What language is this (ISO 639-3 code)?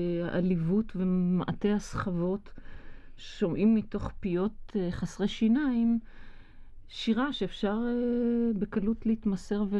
heb